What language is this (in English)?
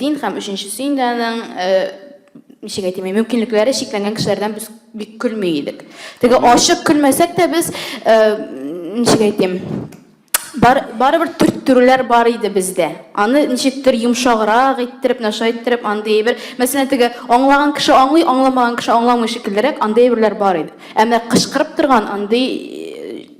Tatar